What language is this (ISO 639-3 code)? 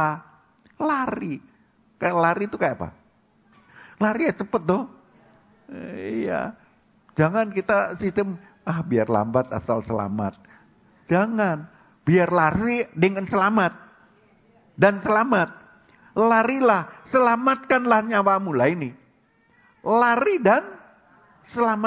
ind